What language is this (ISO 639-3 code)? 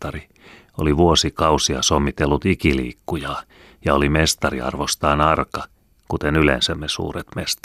fin